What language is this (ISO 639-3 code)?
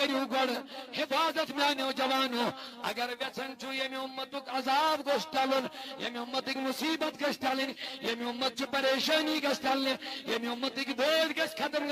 kas